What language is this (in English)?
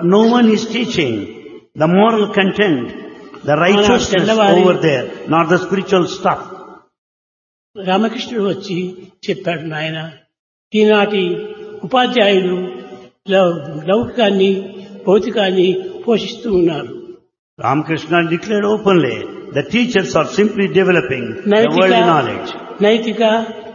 Telugu